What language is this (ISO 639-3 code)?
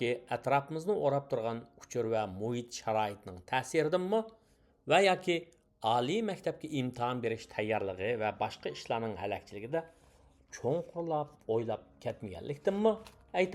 uig